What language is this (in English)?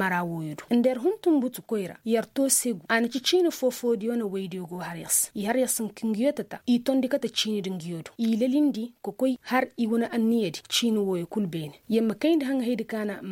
Koyraboro Senni